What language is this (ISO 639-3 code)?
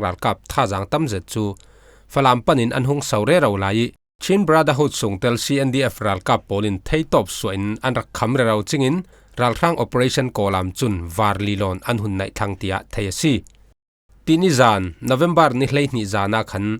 cfm